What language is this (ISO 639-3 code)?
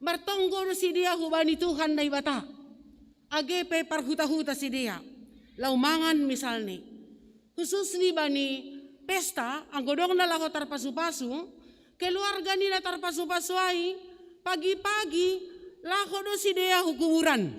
bts